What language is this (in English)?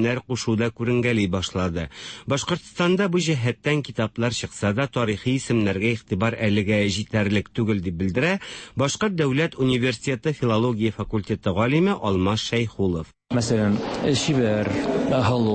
Tatar